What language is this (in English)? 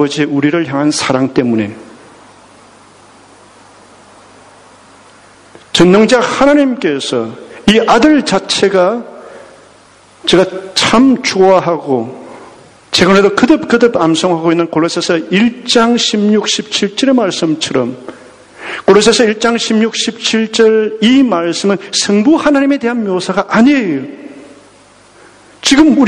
Korean